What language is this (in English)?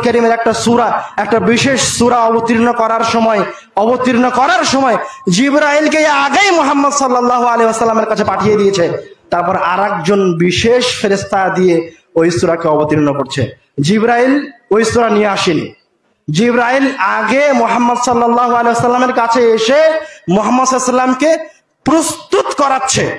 Bangla